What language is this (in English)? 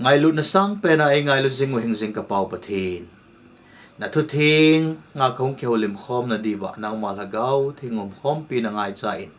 Thado Chin